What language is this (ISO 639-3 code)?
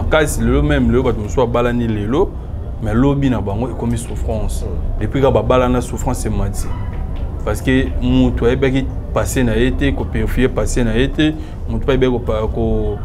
lin